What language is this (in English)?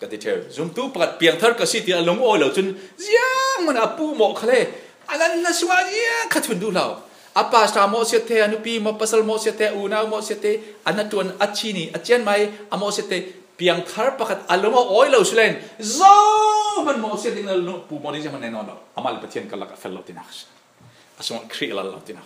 Falam Chin